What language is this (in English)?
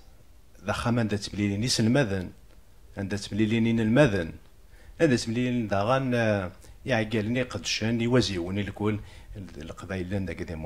Kabyle